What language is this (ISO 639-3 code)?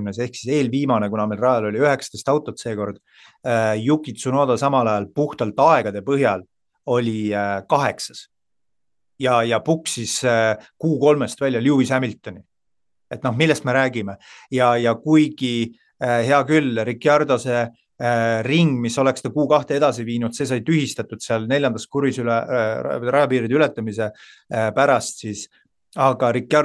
est